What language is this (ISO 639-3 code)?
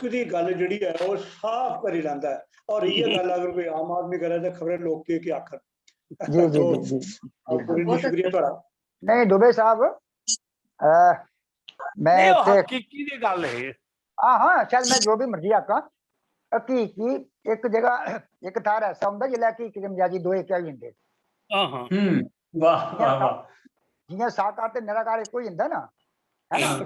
doi